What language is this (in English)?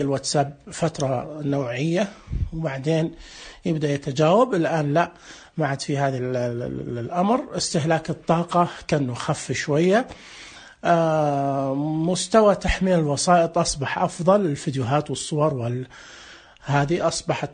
Najdi Arabic